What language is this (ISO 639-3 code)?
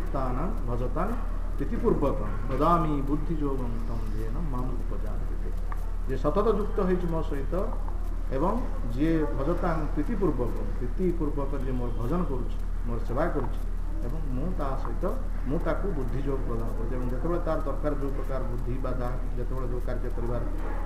ori